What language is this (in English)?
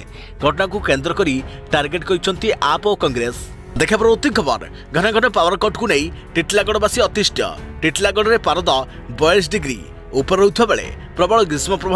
Odia